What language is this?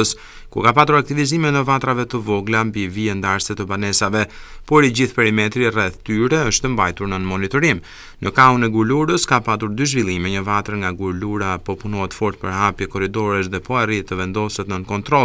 Albanian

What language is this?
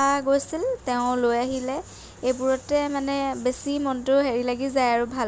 Assamese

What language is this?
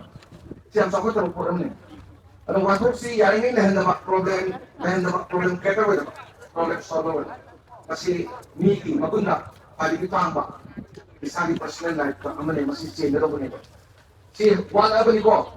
Manipuri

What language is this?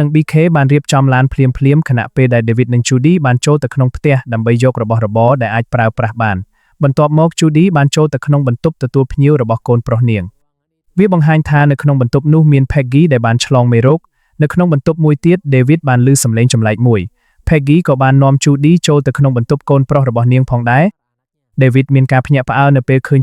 Khmer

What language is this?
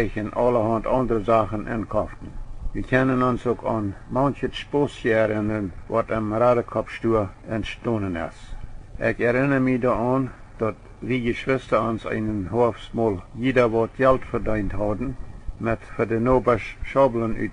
Plautdietsch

